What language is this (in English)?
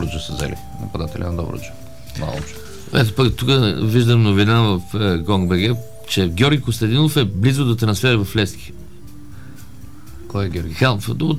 Bulgarian